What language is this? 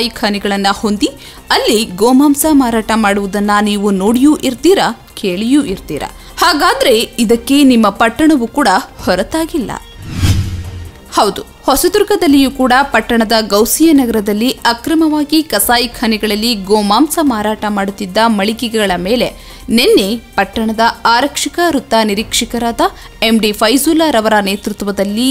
Kannada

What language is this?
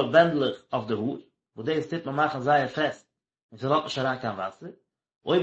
Yiddish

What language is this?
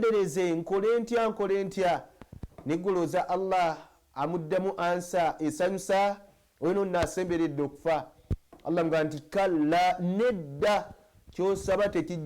Ganda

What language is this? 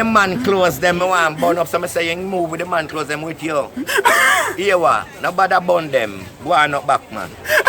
Jamaican Creole English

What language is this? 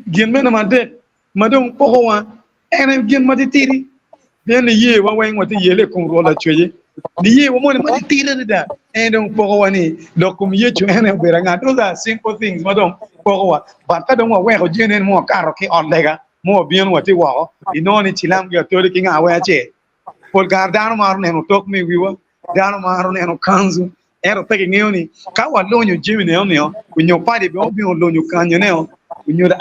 Acoli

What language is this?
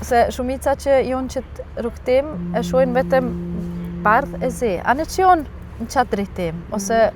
Albanian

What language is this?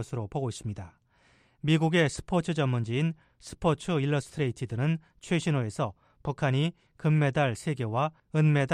Korean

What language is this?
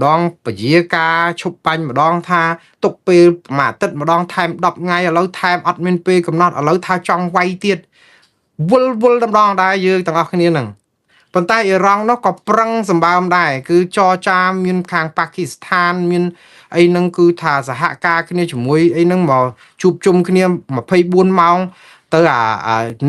Khmer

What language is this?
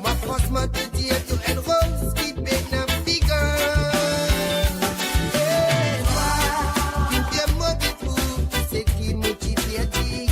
Morisyen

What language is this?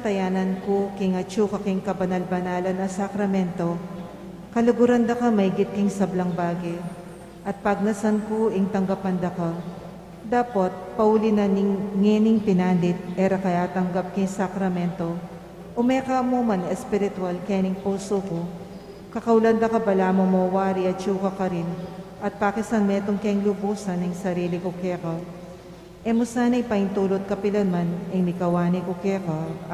Pampanga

